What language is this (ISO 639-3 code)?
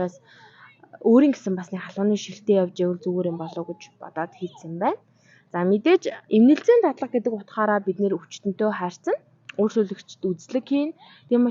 mon